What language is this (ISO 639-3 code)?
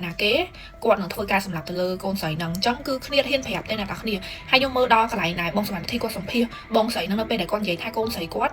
khm